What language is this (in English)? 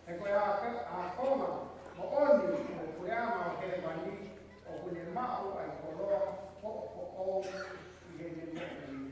Tongan